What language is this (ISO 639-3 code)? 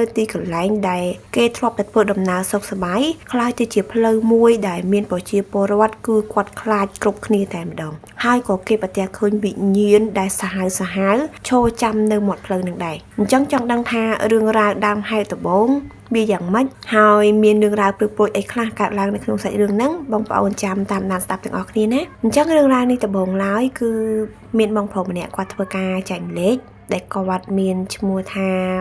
khm